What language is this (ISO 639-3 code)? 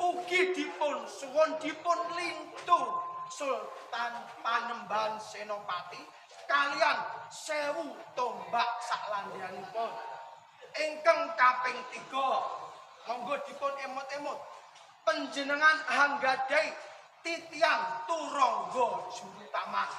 jav